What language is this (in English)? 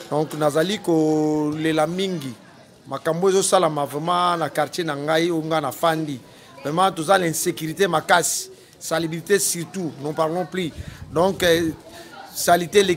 Lingala